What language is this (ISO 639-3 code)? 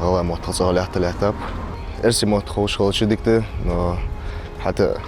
inh